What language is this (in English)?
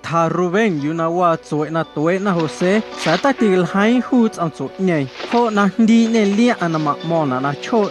Guerrero Amuzgo